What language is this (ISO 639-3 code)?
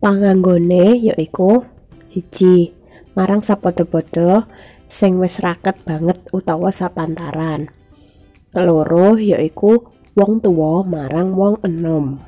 jav